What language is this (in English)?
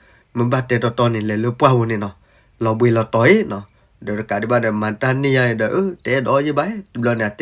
S'gaw Karen